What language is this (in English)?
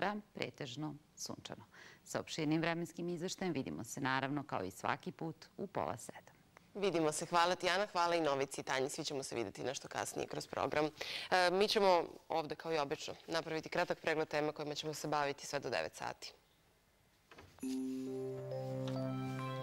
Serbian